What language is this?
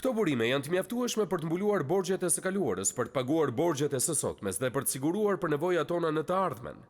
Albanian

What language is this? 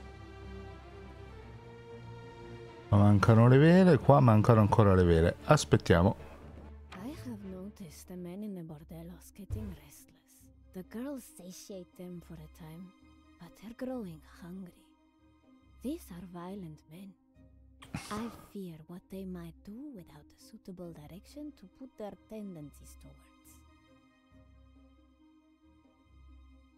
Italian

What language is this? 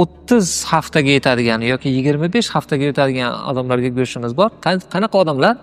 Uzbek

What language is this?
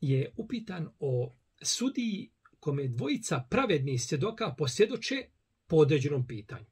Bosnian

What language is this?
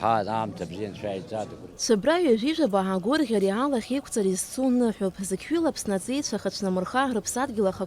Abkhazian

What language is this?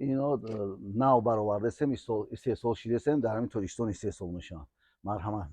Tajik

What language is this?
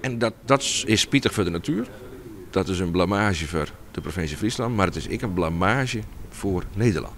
Western Frisian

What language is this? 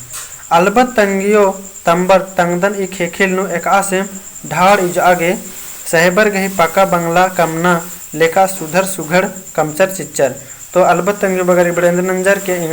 Kurukh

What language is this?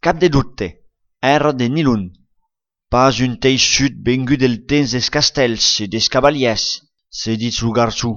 Occitan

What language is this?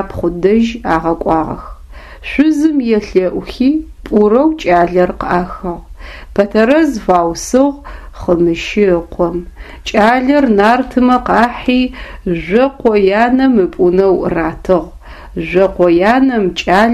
Adyghe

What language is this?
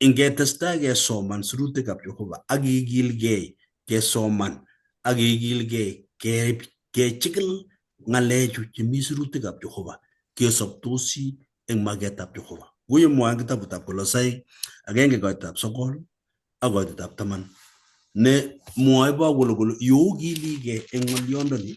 Kalenjin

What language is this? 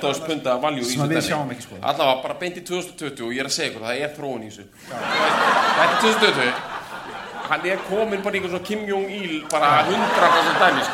Icelandic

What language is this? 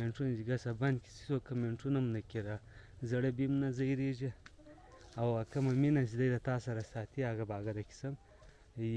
Pashto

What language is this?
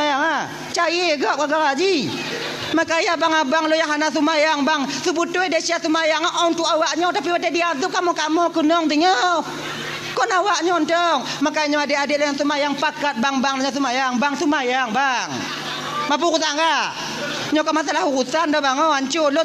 Achinese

